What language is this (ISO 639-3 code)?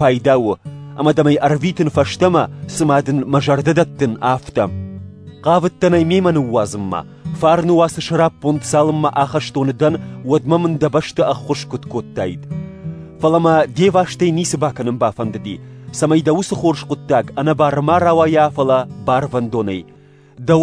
oss